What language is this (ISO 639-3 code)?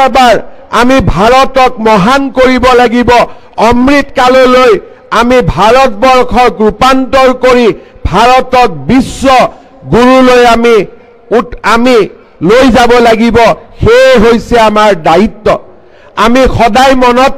asm